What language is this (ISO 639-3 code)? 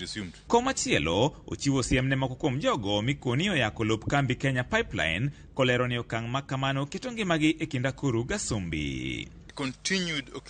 luo